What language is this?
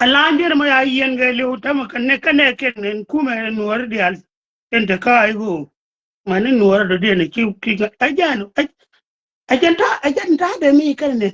Nuer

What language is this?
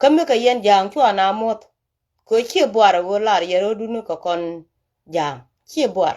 Nuer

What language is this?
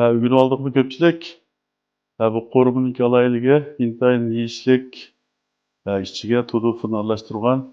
Uyghur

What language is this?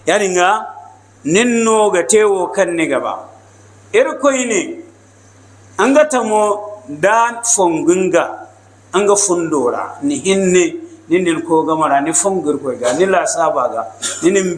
Hausa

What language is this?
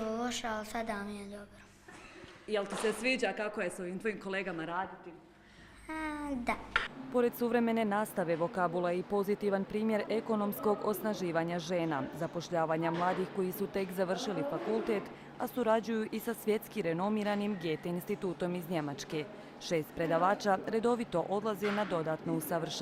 Croatian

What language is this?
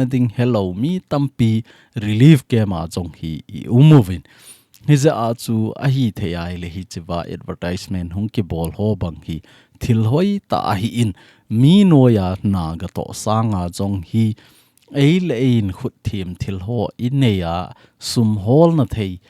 Thado Chin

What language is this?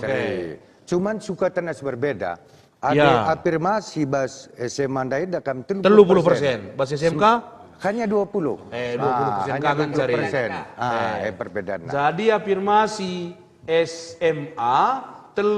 Batak Karo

